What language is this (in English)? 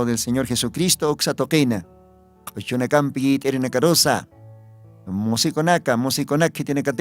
Aymara